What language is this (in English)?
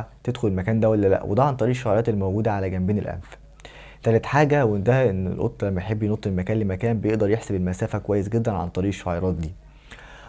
Egyptian Arabic